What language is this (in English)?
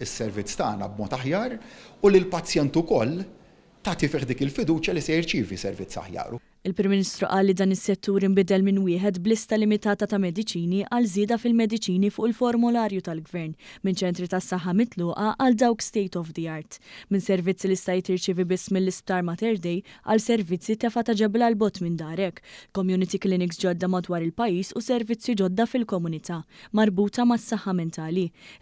Maltese